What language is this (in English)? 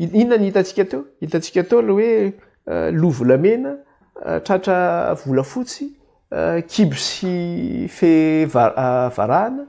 Malagasy